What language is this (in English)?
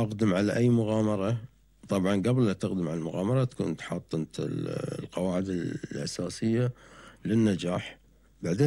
Gulf Arabic